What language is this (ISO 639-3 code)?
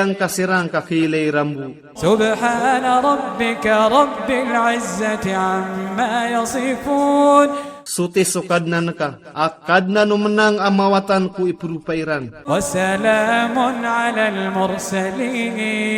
mrw